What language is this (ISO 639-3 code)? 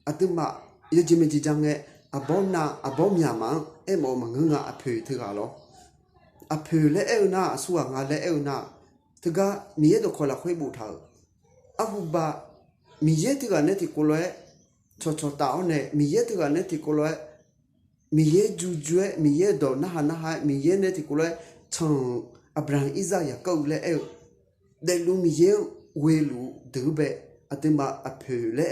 ahk